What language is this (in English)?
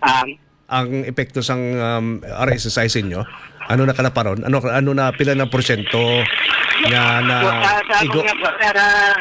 Hiligaynon